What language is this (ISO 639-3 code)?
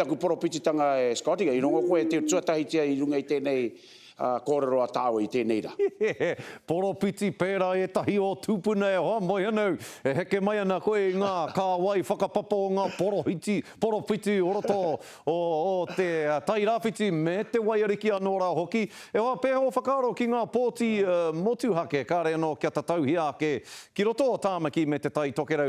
mri